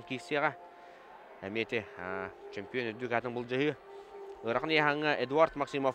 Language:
Yakut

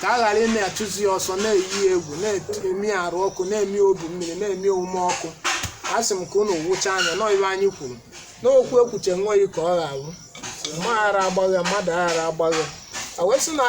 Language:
Igbo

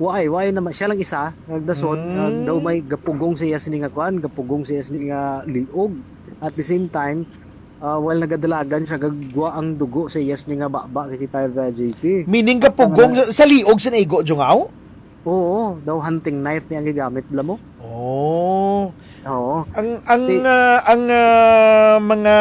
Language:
Hiligaynon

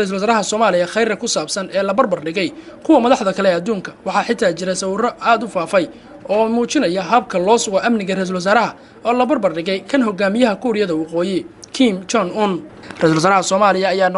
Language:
Somali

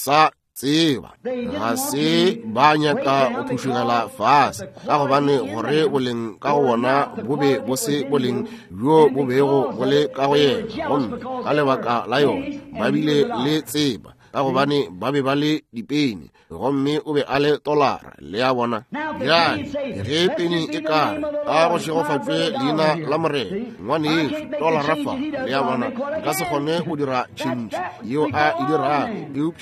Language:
Northern Sotho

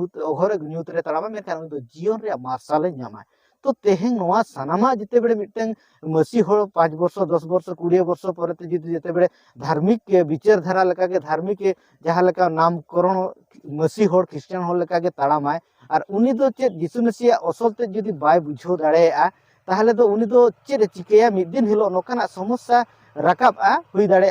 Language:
Santali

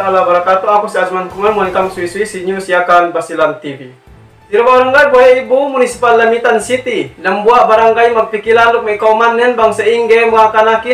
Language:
Yakan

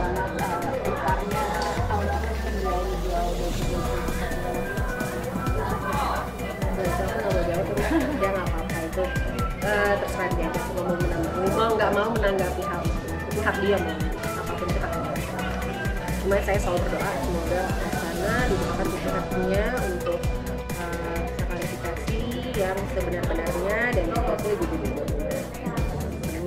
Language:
Indonesian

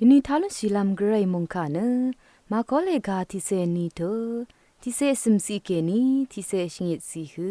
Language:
Rawang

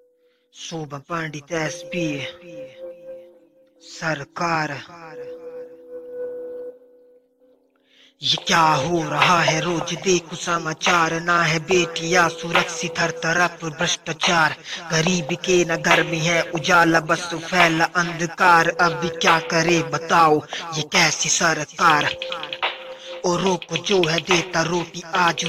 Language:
Hindi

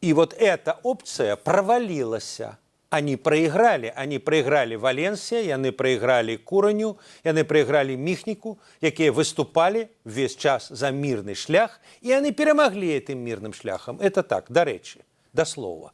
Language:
Belarusian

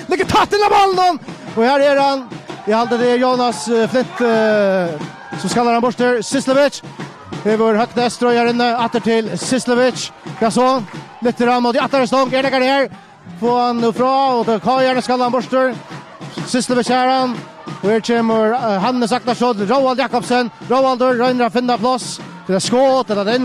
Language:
Faroese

